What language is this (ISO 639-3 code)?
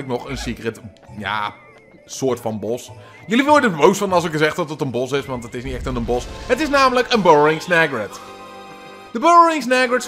nld